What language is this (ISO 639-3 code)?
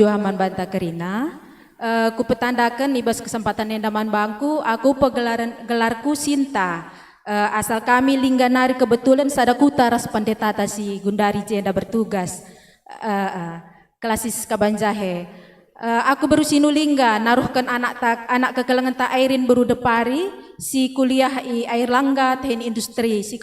btx